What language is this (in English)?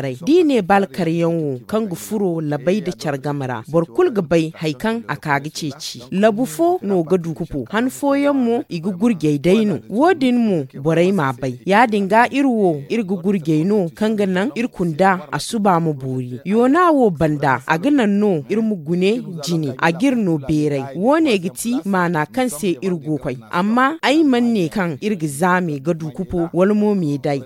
Zarma